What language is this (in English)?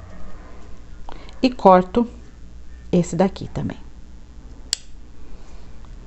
Portuguese